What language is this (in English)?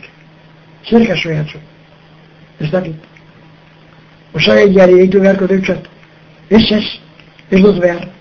Basque